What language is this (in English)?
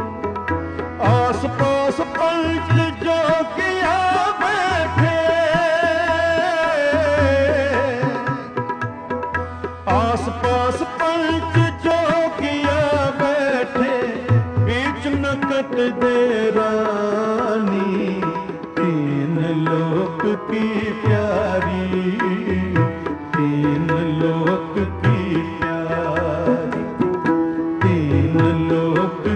Punjabi